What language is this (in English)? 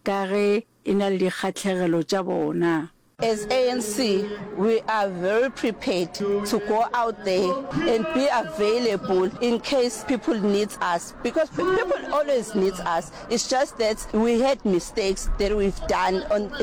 Northern Sotho